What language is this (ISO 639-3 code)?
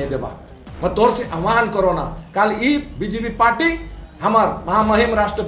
sck